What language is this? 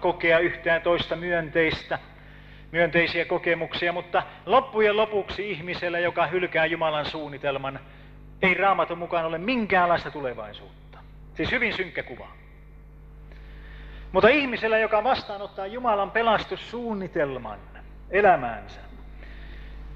Finnish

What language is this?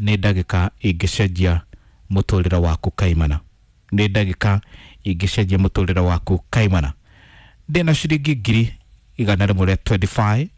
Kikuyu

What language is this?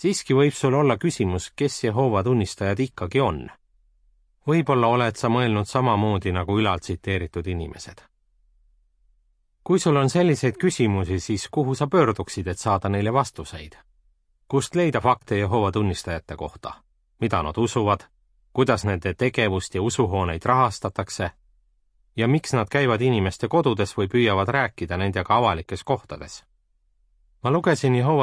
Estonian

